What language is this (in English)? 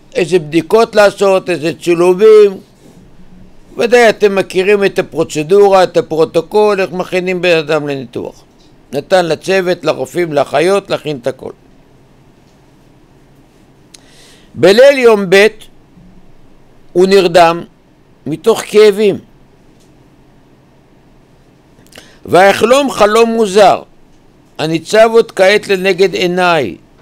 Hebrew